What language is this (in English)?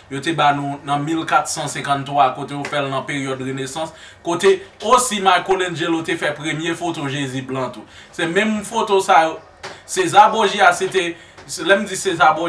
Haitian Creole